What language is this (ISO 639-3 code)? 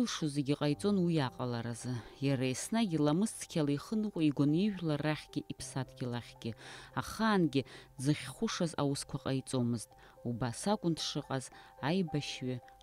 abk